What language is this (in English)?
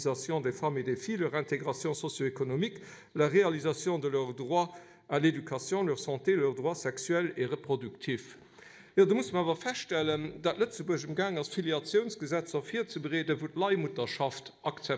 Luxembourgish